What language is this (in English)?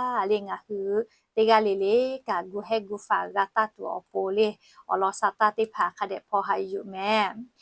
Lahu